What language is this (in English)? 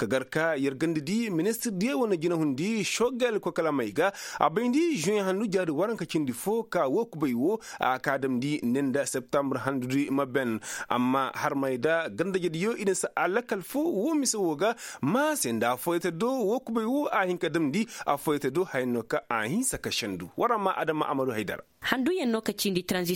Koyraboro Senni